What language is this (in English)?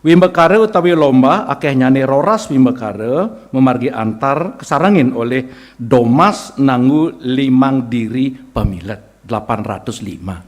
Balinese